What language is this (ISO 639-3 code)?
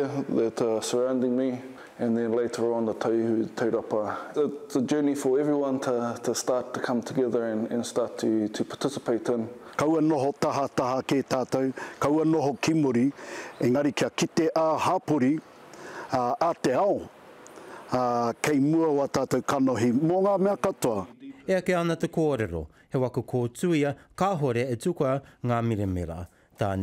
mri